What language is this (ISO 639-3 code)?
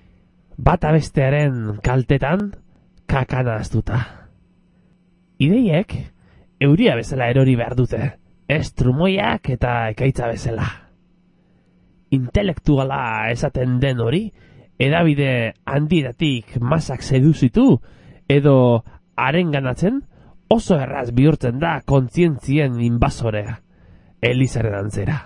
eus